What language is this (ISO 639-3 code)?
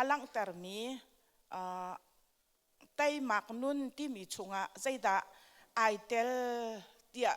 cnh